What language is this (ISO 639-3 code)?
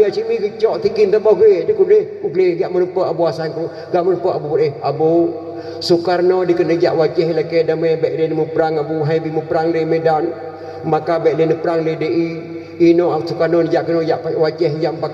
ace